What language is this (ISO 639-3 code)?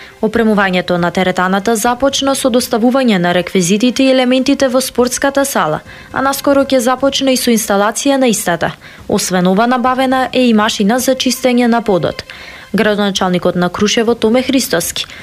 mkd